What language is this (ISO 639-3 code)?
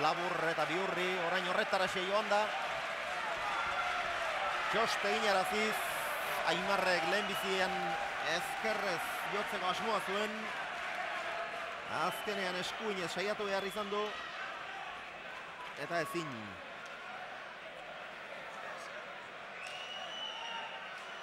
eus